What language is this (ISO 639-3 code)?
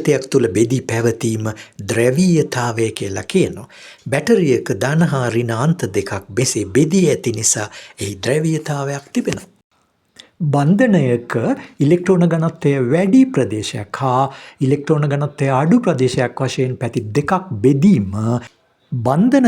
sin